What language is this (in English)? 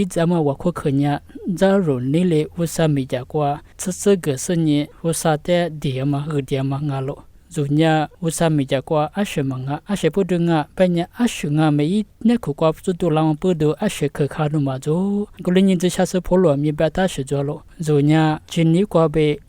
Lisu